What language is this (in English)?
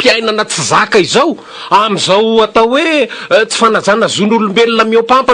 Malagasy